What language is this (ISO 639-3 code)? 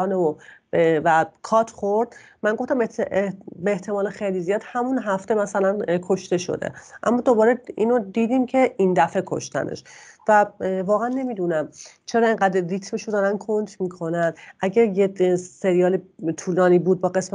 fas